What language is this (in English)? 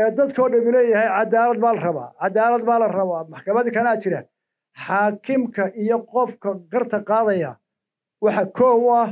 Somali